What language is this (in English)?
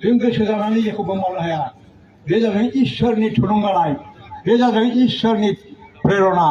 Bodo